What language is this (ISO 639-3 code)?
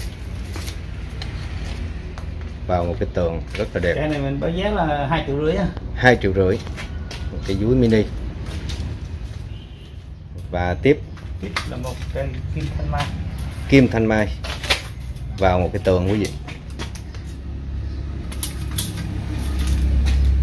vie